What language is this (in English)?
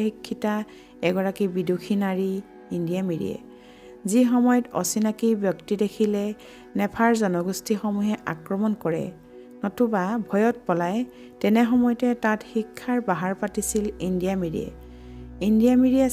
Assamese